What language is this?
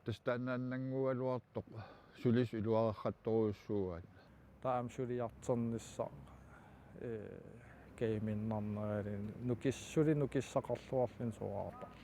Kalaallisut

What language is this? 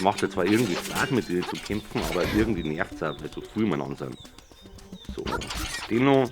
Bavarian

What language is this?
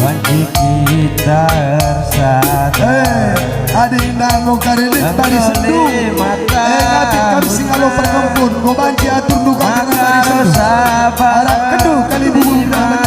Batak Karo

